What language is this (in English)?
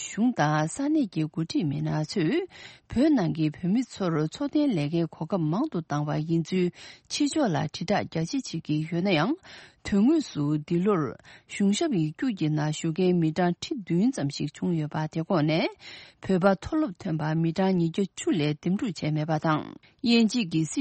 Tibetan